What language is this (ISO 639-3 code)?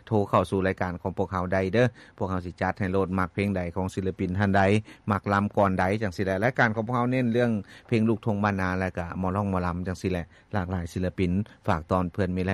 lao